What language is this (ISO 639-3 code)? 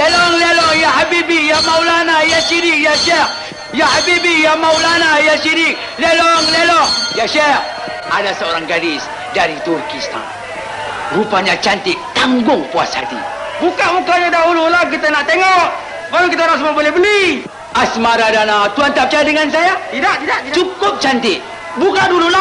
msa